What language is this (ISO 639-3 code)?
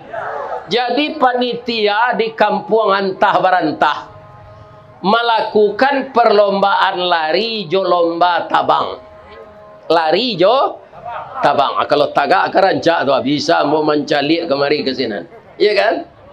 min